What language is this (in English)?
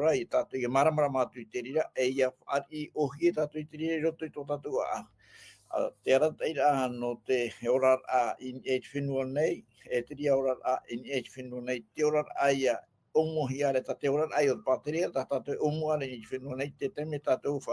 Tahitian